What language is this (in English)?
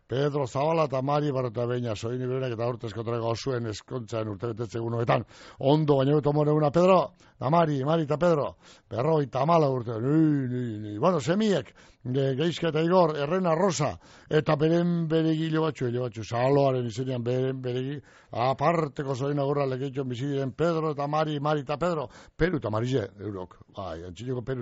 Basque